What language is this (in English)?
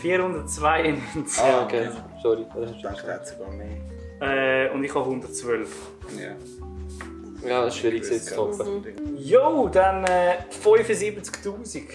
Swiss German